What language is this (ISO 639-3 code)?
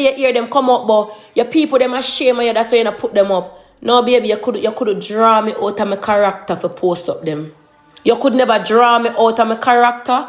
jam